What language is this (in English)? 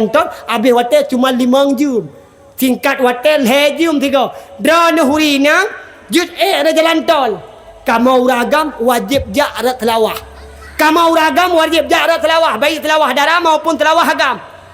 Achinese